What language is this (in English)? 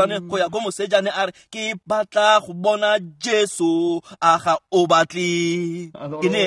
Tswana